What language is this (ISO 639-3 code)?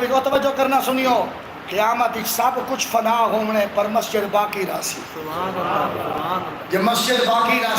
skr